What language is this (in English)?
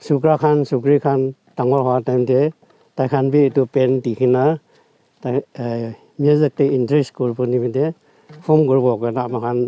Naga Pidgin